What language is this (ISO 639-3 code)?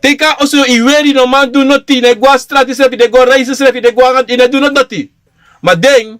srn